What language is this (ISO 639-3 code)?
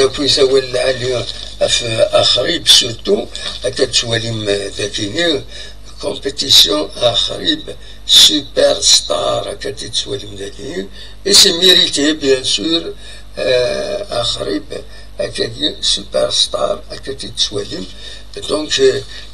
kab